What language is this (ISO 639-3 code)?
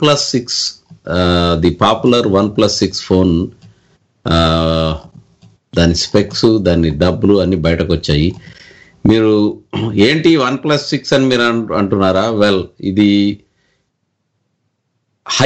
tel